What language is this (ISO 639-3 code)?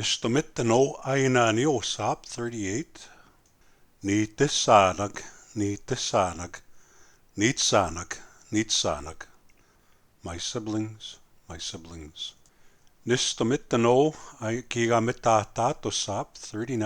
crk